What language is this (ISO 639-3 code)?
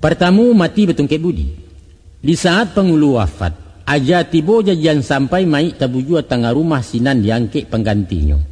min